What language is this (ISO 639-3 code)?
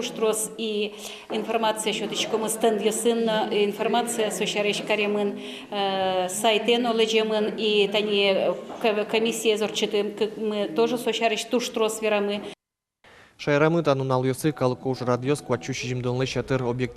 udm